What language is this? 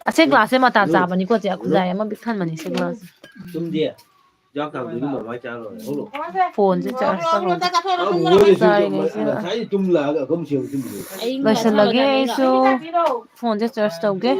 Manipuri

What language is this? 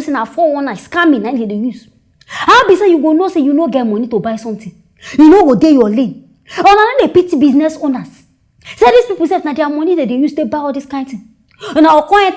Nigerian Pidgin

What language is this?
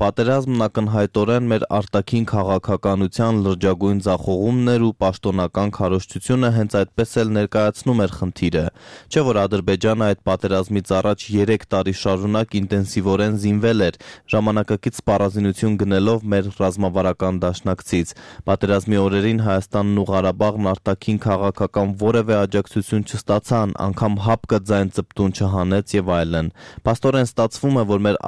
Armenian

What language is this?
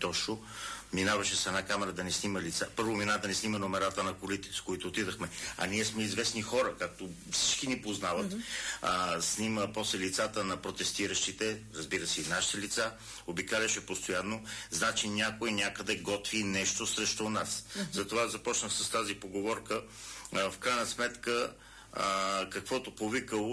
Bulgarian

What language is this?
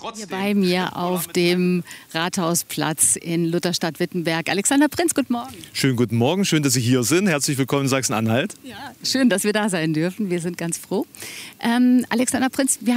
German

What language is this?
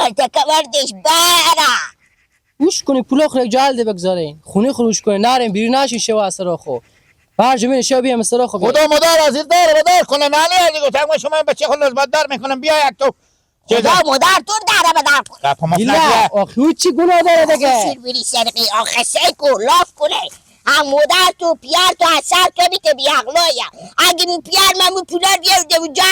Persian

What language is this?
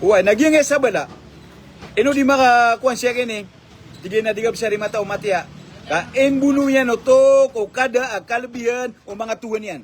Maranao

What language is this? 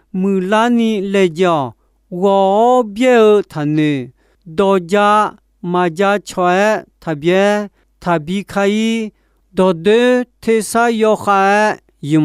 Akha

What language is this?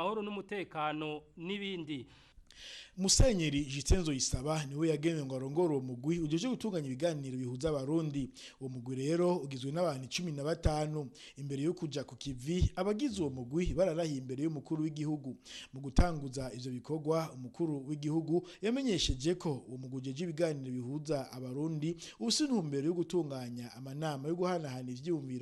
Rundi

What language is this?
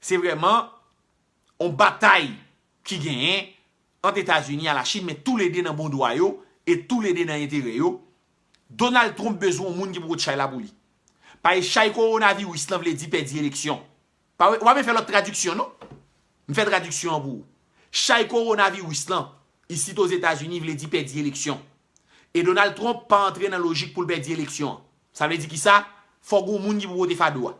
Haitian Creole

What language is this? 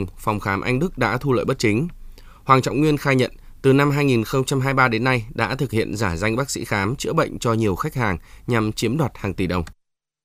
Vietnamese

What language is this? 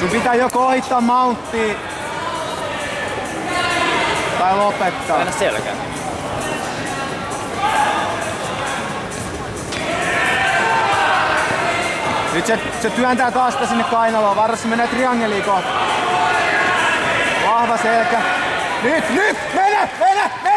Finnish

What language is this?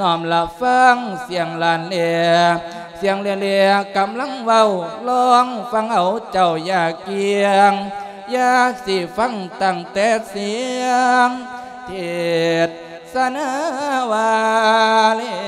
Lao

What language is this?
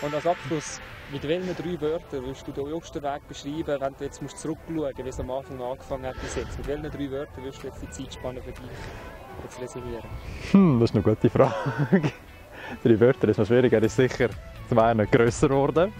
Swiss German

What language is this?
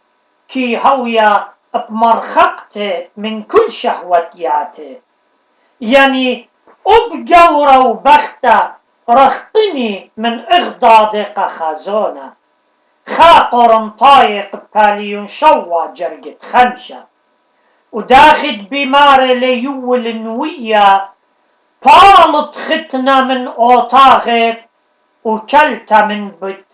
Assyrian Neo-Aramaic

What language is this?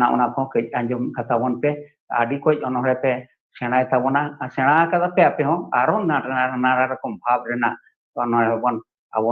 Santali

